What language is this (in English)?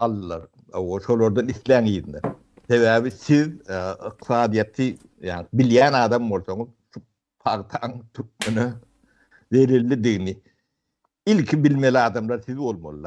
Turkmen